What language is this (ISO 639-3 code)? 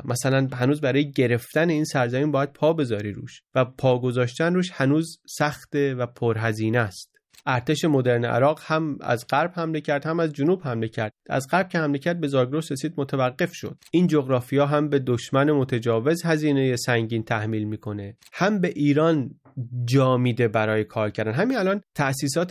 fas